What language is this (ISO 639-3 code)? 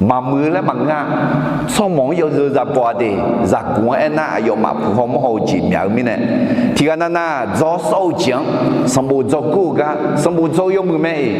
ahk